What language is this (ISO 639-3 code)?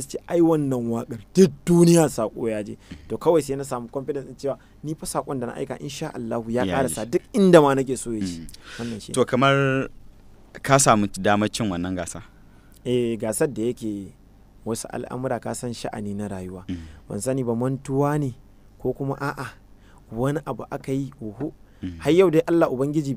hau